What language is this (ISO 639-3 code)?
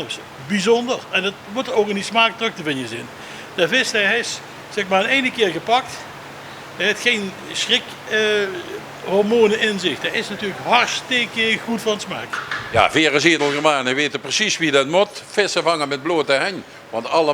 lim